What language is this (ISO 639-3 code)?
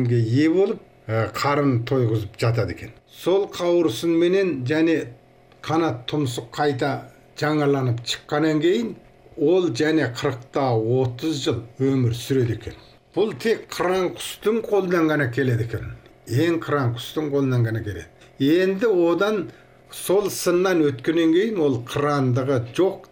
kaz